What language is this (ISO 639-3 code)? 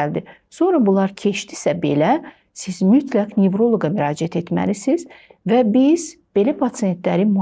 aze